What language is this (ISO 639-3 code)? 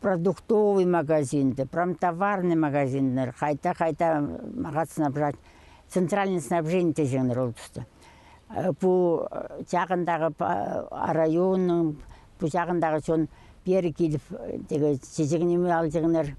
kjh